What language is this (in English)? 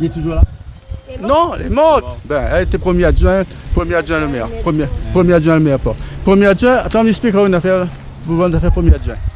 Réunion Creole French